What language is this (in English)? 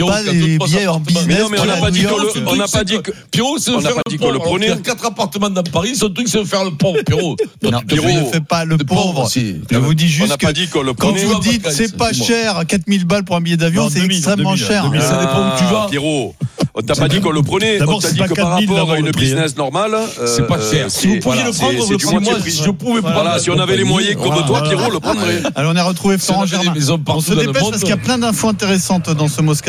French